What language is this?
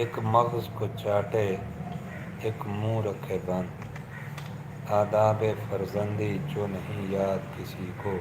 Saraiki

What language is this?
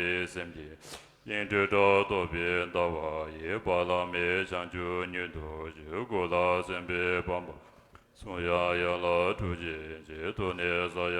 Tibetan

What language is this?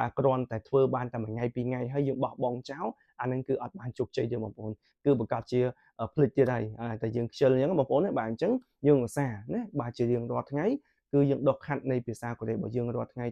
Khmer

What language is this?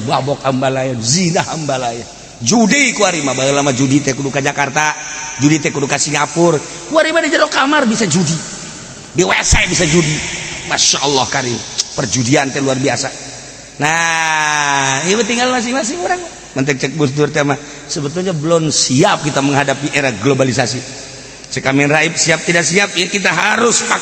Sundanese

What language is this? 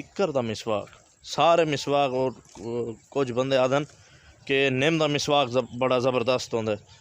Saraiki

